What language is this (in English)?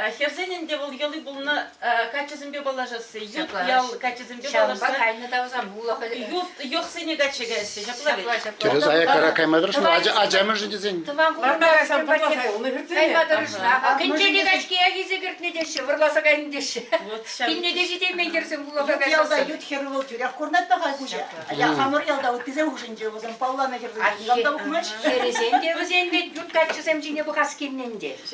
Chuvash